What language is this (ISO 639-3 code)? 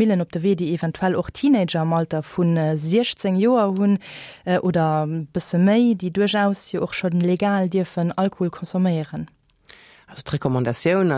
ltz